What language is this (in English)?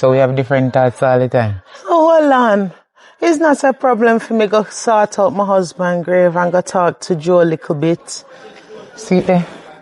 Jamaican Creole English